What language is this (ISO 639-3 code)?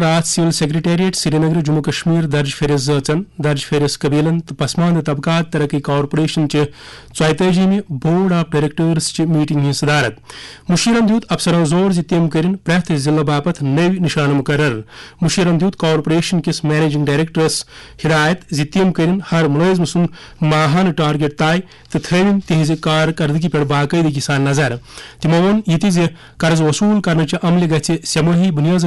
kas